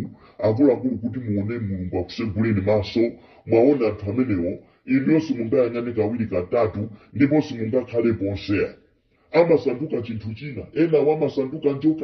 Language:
Nyanja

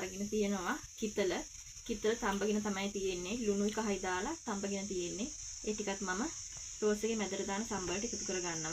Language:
Sinhala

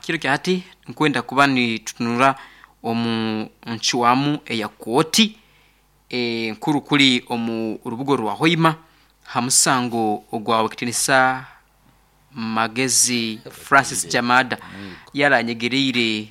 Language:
Nyankole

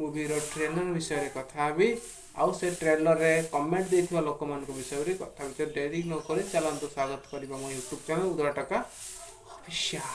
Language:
Odia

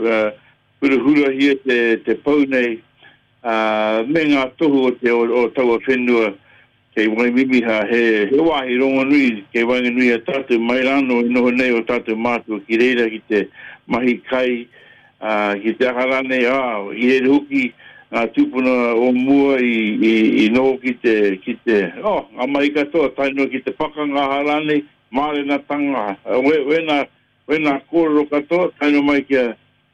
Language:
Māori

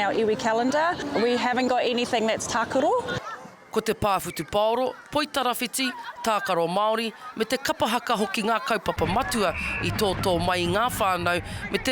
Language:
Māori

